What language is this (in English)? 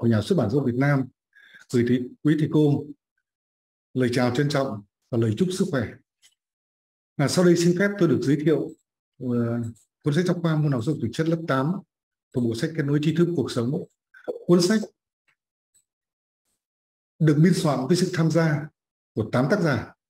Vietnamese